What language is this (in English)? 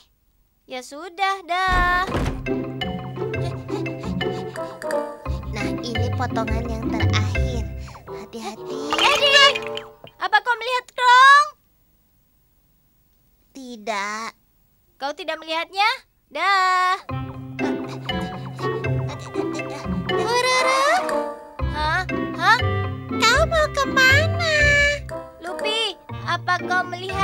Indonesian